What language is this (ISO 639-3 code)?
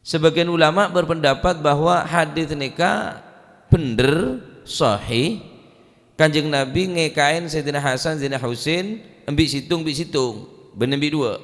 mad